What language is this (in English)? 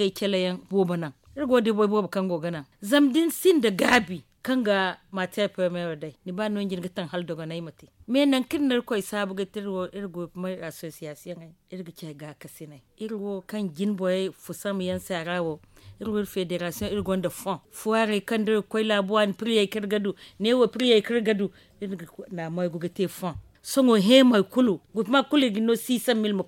Zarma